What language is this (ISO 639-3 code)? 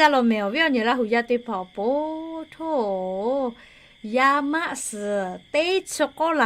lhu